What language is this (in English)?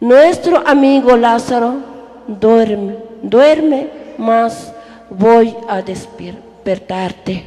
Tzotzil